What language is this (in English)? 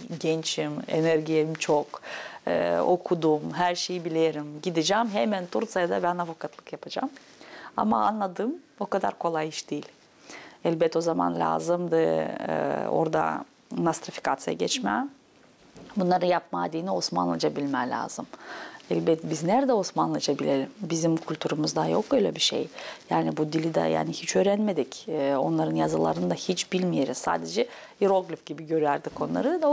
Gagauz